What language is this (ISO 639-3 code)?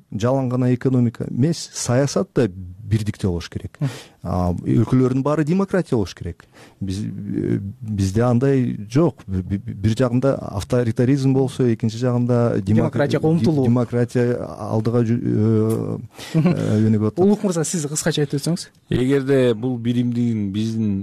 kir